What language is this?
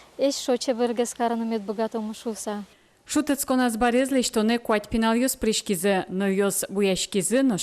Udmurt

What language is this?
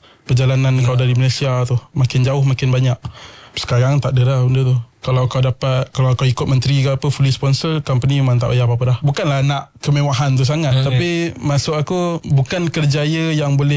Malay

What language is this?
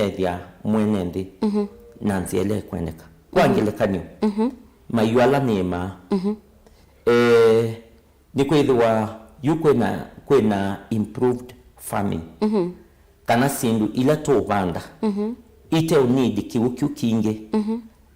Kamba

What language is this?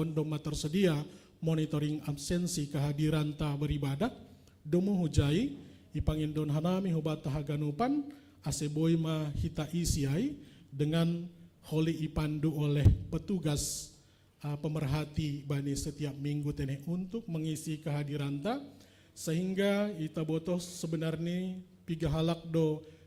Batak Simalungun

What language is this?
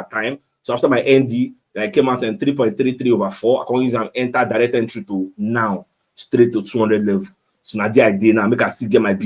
Nigerian Pidgin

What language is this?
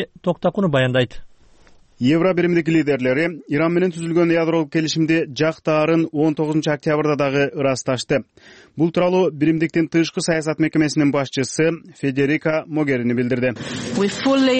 Kyrgyz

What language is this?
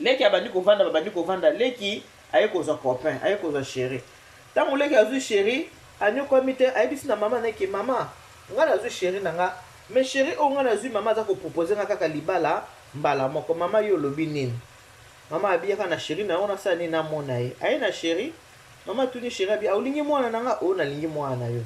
Lingala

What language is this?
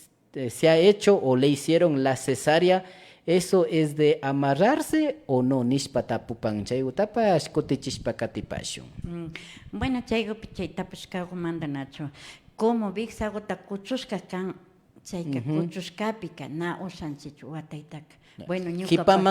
Imbabura Highland Quichua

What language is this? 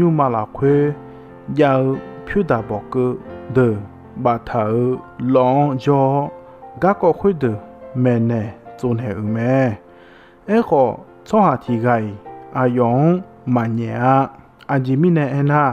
Akha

